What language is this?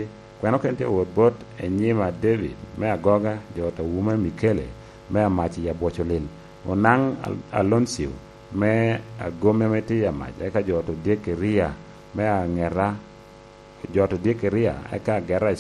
Lango (Uganda)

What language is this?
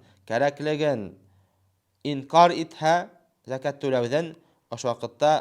Bashkir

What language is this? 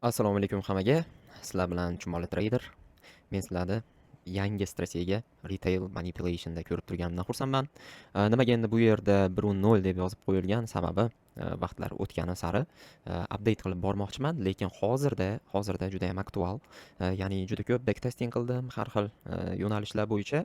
Uzbek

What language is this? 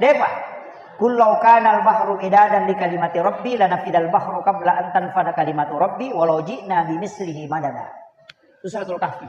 Buginese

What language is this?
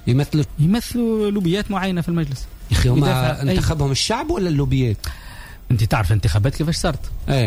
Tunisian Arabic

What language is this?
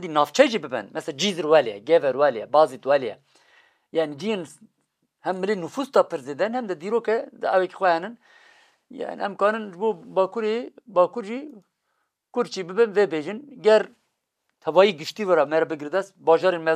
Kurdish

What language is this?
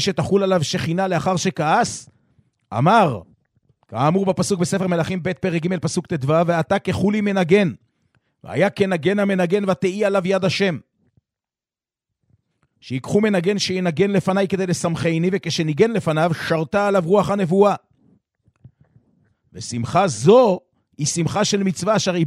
Hebrew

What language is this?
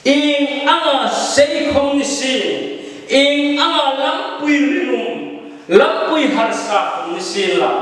Hmar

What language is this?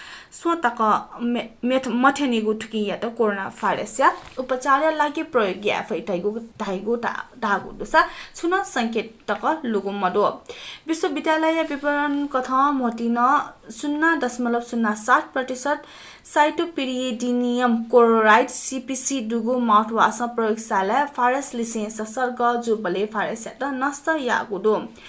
Newari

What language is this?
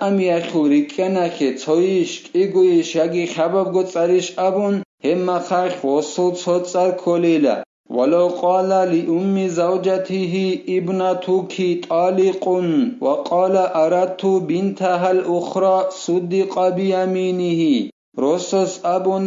Avaric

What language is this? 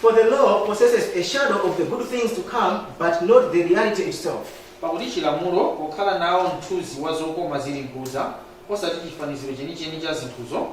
Nyanja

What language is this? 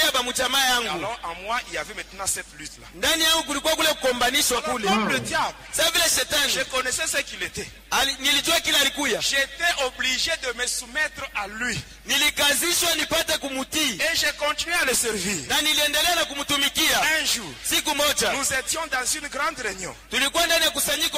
Swahili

